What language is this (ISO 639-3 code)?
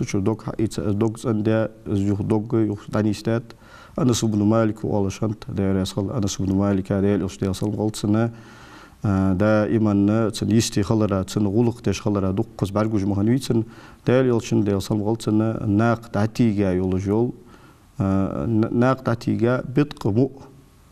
inh